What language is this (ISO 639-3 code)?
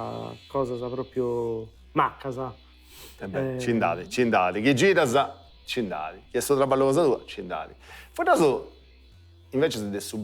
srd